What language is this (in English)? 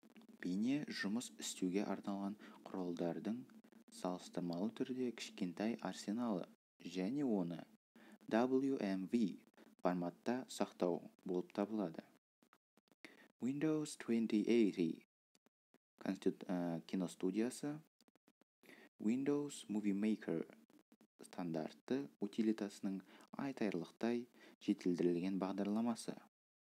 Kazakh